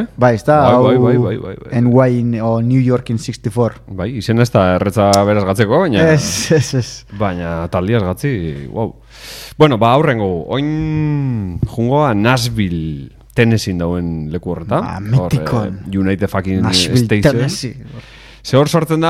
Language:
Basque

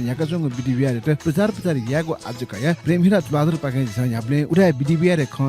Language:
Newari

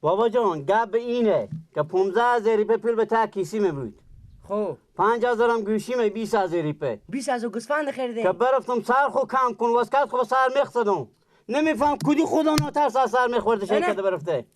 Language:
Persian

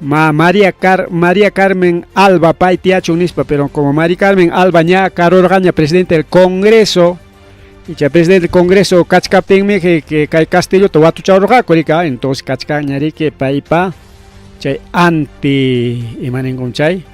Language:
Ayacucho Quechua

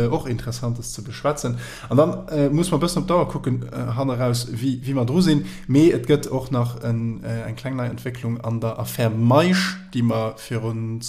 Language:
Luxembourgish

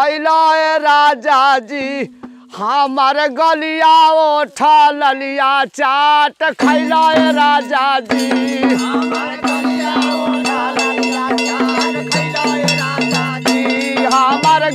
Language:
Bhojpuri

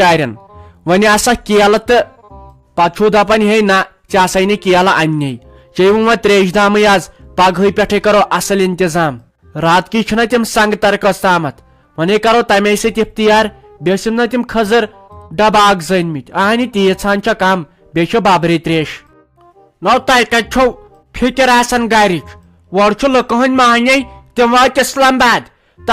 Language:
Kashmiri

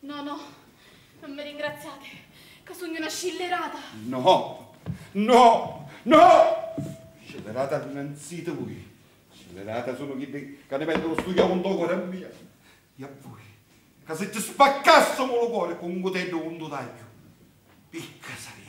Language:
Sicilian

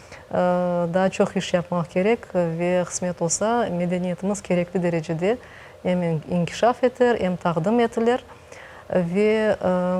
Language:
Crimean Tatar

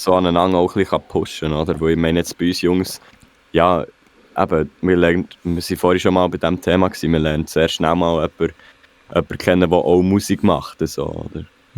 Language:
Swiss German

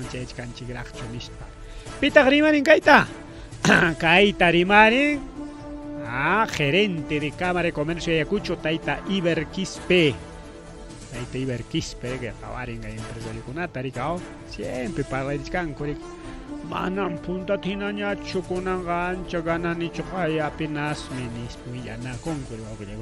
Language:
Ayacucho Quechua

